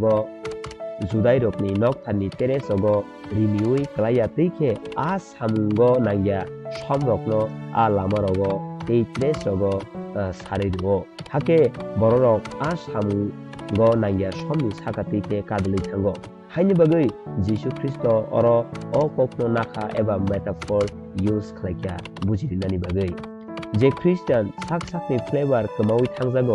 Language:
Kok Borok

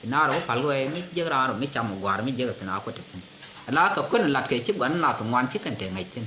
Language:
Nuer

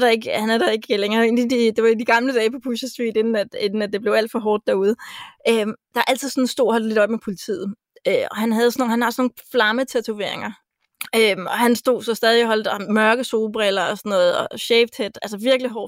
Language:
Danish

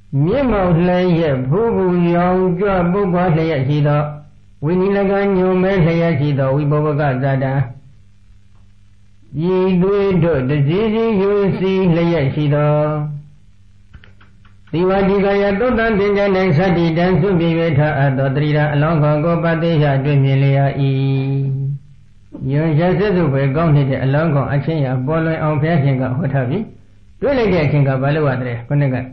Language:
Burmese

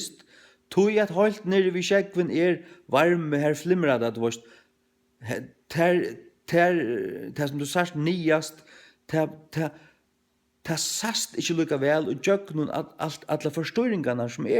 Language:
Faroese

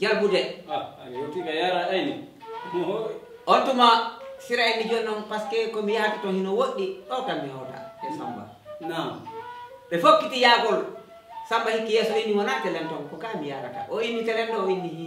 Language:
Fula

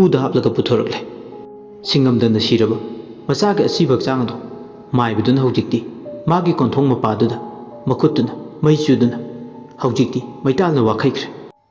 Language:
Manipuri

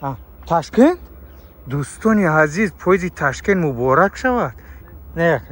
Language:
Tajik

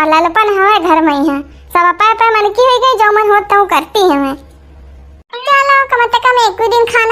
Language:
Awadhi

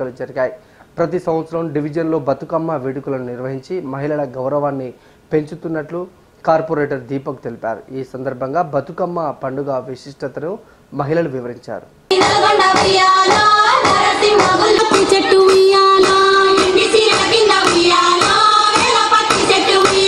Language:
Telugu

